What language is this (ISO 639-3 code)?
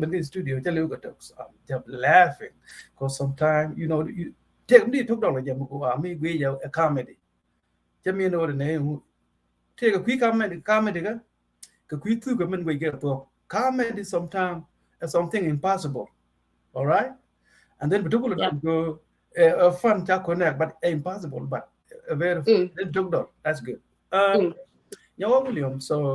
nus